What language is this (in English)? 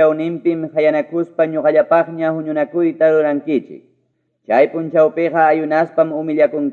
Ayacucho Quechua